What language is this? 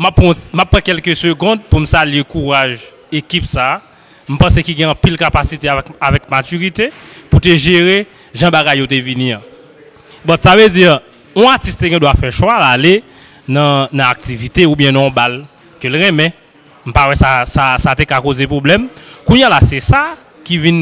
Haitian Creole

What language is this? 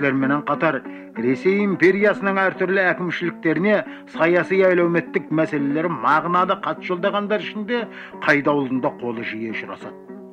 Kazakh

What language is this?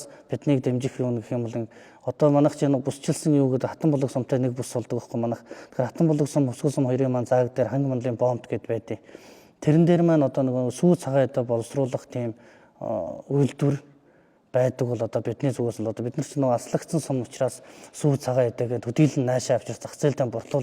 Mongolian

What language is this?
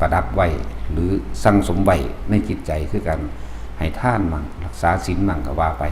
Lao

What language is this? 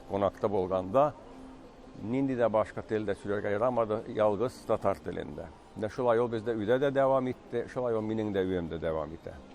Tatar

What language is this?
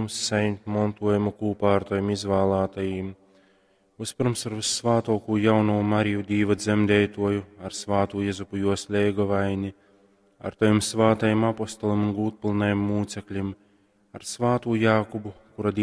Latgalian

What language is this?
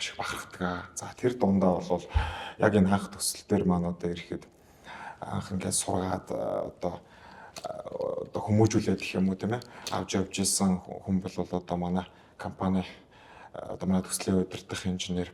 Mongolian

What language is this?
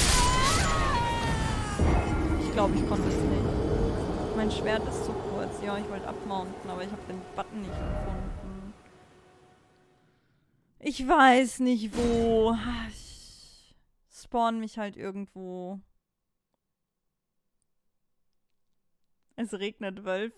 German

